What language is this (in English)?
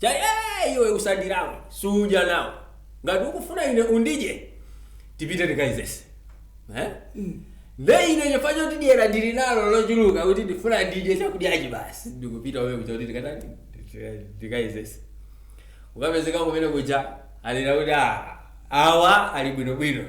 Nyanja